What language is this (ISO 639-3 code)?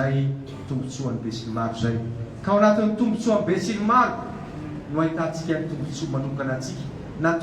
mlg